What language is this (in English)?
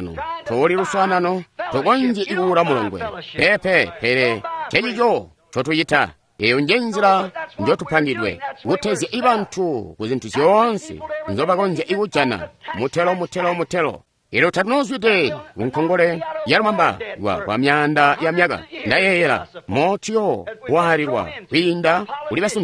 Tonga (Zambia)